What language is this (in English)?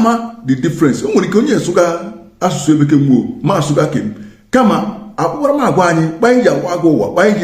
Igbo